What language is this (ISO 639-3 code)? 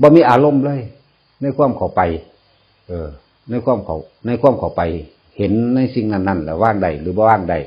tts